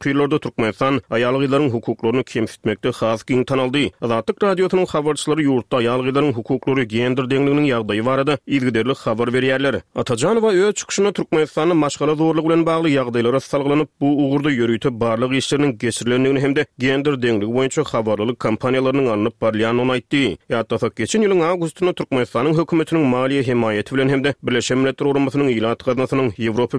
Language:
Turkmen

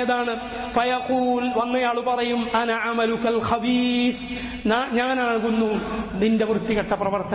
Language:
Malayalam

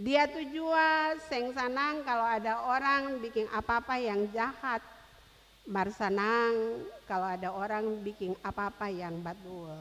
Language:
Ambonese Malay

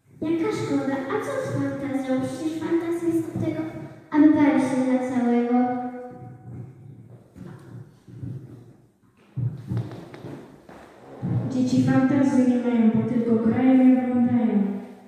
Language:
Polish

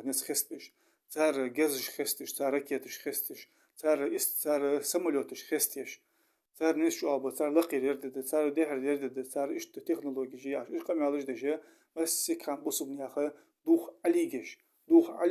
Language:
Ingush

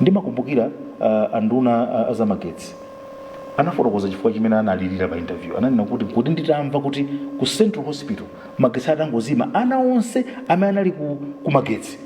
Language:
Nyanja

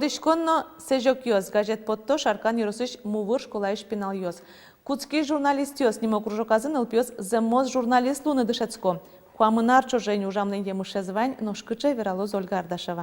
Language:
Udmurt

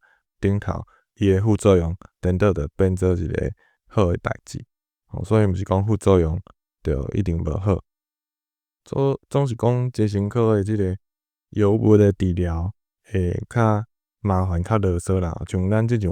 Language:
Min Nan Chinese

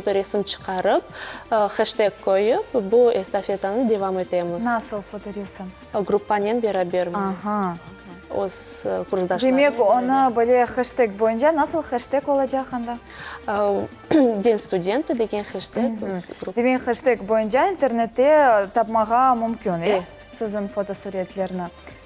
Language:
Crimean Tatar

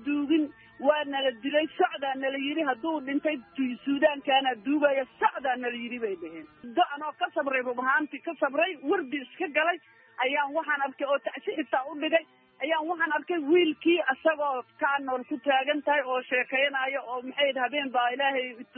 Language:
Somali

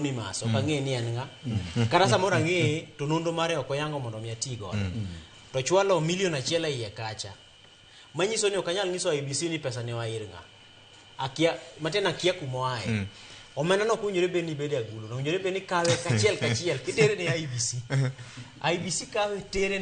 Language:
Luo (Kenya and Tanzania)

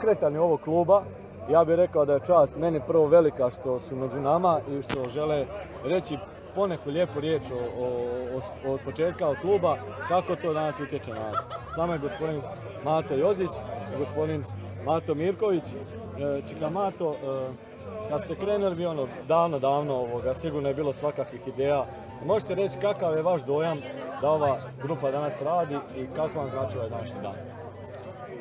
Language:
Croatian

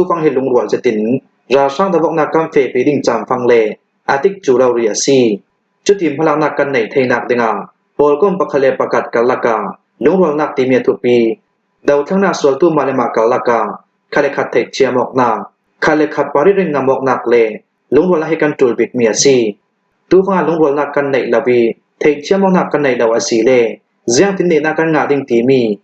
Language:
Hakha Chin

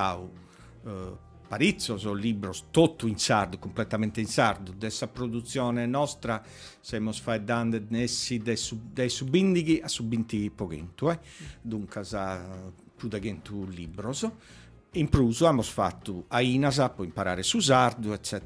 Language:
Sardinian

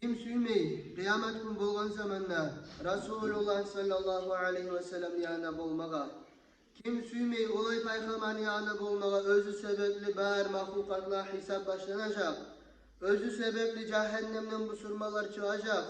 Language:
Kumyk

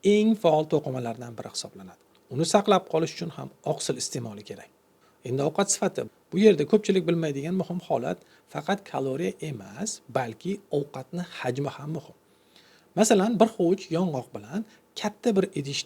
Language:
Uzbek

